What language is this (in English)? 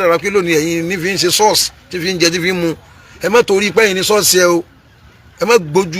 Yoruba